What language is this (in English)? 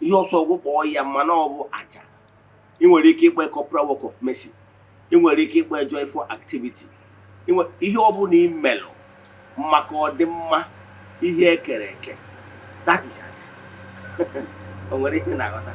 Igbo